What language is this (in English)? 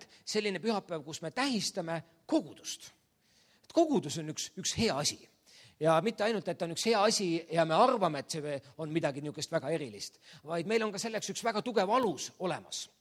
Estonian